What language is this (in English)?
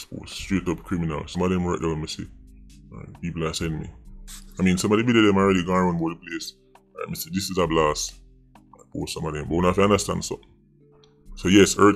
Jamaican Creole English